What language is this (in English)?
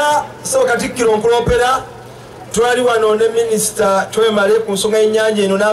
Ganda